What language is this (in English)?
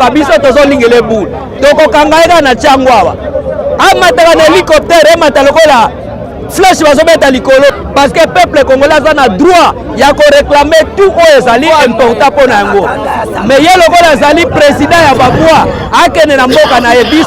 Lingala